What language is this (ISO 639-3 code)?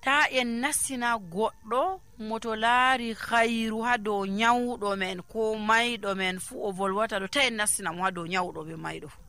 fuv